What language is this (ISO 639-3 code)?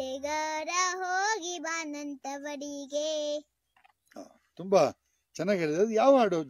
kan